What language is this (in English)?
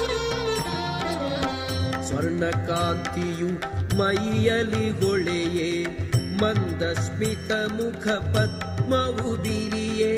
Kannada